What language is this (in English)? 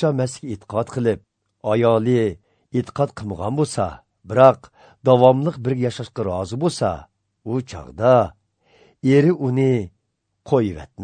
Uyghur